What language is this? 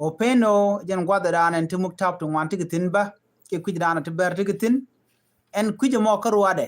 Nuer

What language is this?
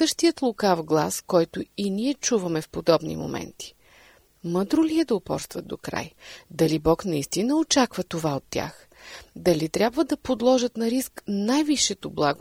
Bulgarian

